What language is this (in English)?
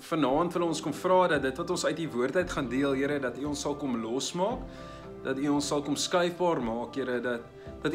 Afrikaans